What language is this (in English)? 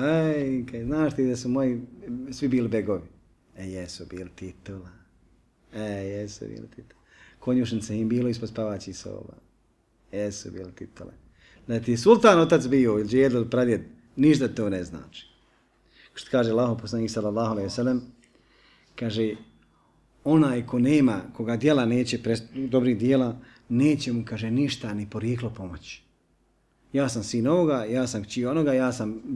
Bosnian